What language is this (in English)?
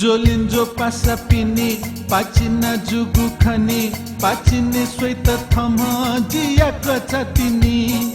Newari